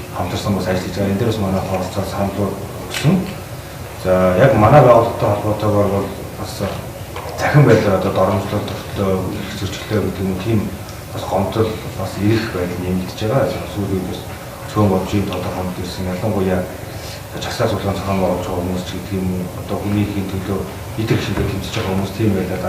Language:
Mongolian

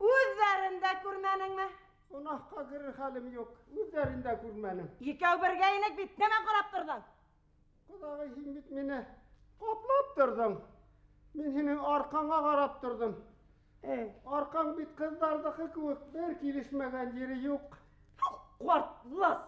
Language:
Bashkir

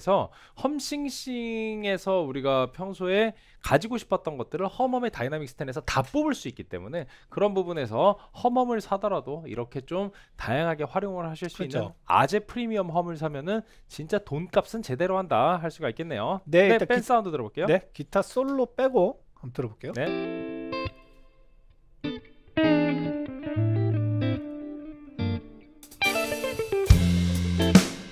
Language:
Korean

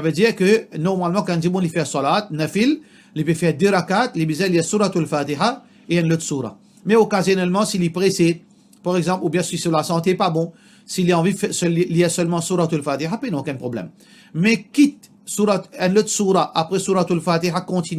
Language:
Morisyen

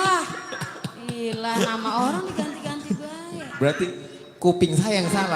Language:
Betawi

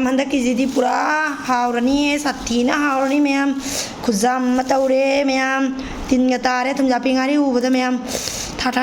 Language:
Manipuri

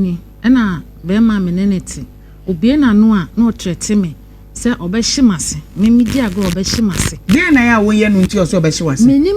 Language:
Akan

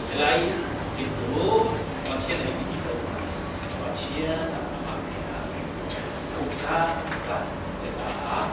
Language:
Falam Chin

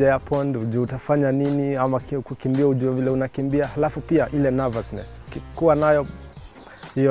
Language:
Swahili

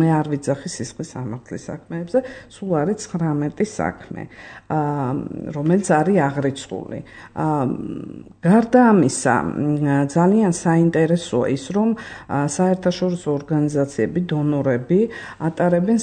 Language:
Georgian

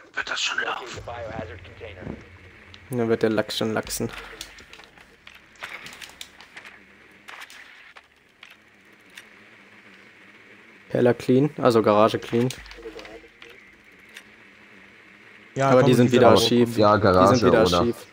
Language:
German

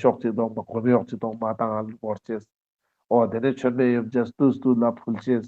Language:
Ladakhi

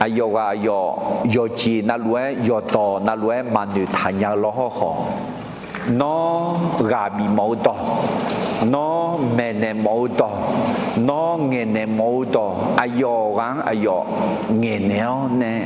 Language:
Akha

